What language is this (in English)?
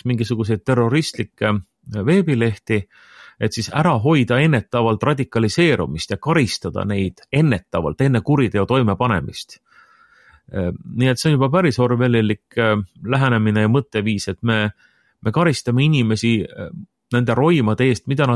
Estonian